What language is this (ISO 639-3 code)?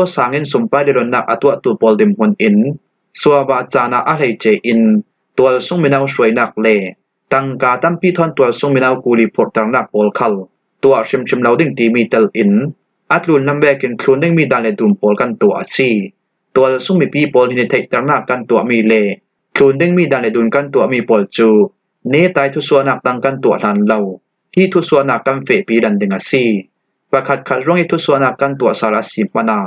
cfm